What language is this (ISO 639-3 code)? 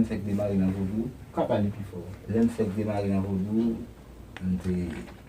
hat